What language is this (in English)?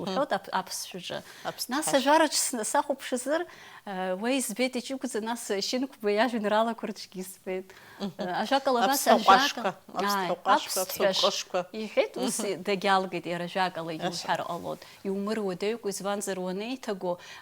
Abkhazian